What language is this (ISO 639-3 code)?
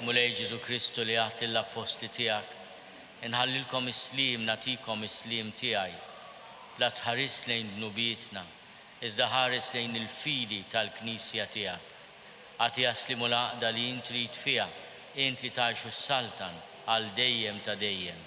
mlt